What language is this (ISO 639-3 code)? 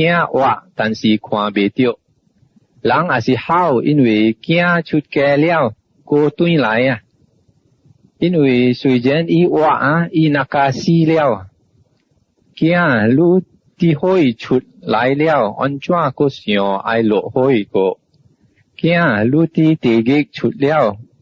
nan